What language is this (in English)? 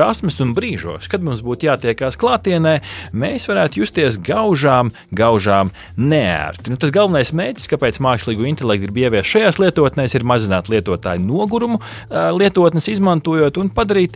Latvian